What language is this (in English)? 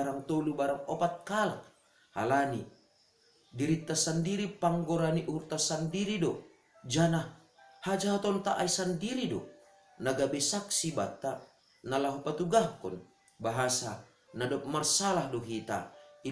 Batak Simalungun